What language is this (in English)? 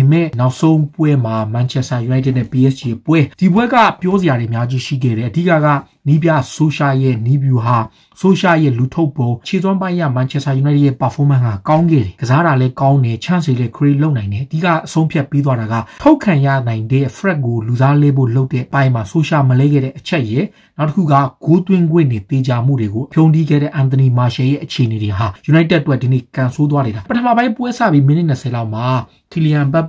Burmese